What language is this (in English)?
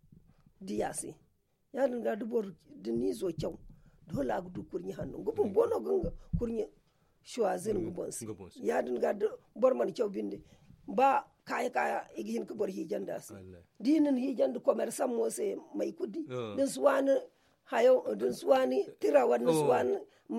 Zarma